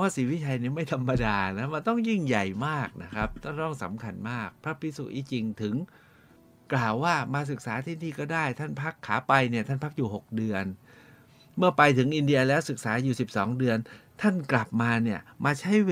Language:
Thai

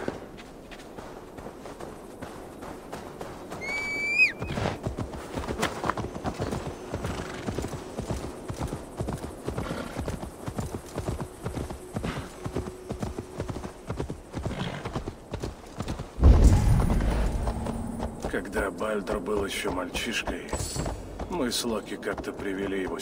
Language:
Russian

